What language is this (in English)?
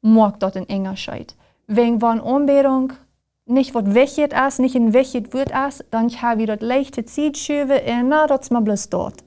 Plautdietsch